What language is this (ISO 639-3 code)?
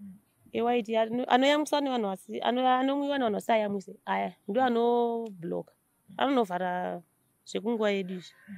sna